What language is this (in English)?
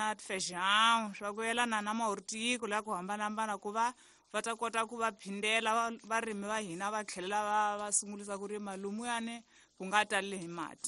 Tsonga